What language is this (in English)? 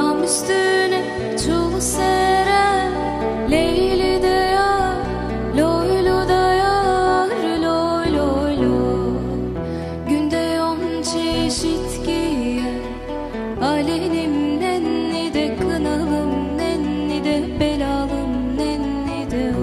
Kurdish